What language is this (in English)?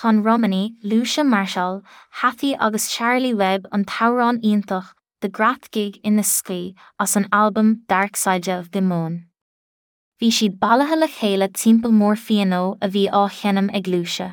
Irish